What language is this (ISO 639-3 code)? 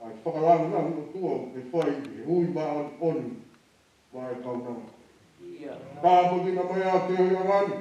ton